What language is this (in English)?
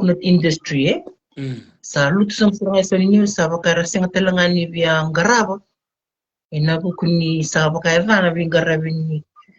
Fijian